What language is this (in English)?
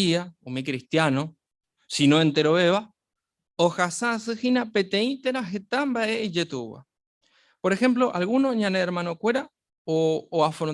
Guarani